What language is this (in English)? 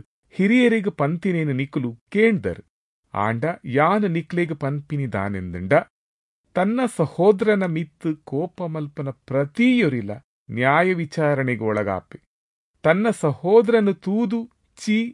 Tulu